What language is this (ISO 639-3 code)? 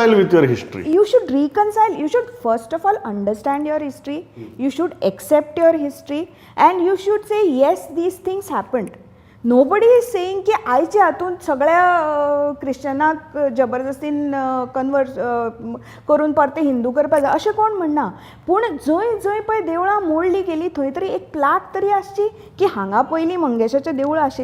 kok